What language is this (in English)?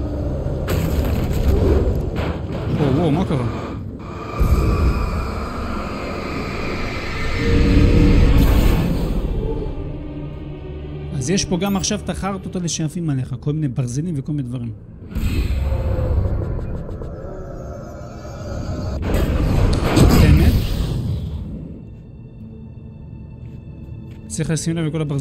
Hebrew